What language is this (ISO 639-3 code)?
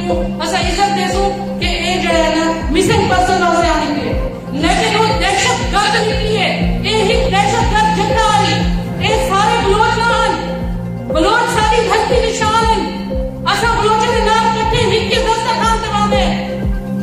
skr